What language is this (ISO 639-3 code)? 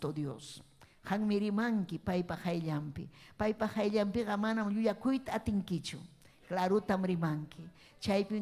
quy